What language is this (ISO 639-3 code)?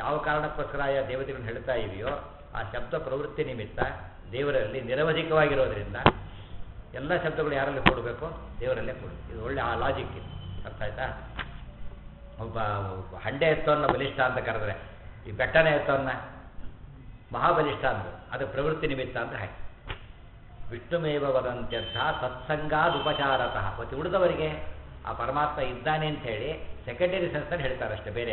kan